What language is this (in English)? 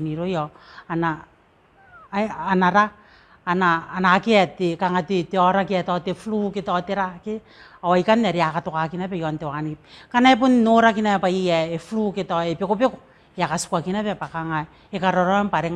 Gilbertese